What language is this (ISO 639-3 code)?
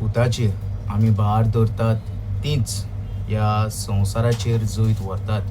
kok